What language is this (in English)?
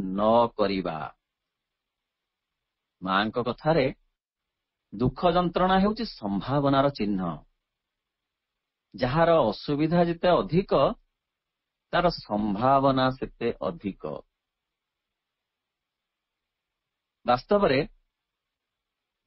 Odia